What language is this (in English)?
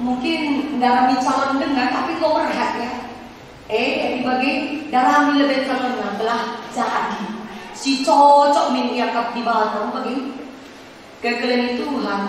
Batak Karo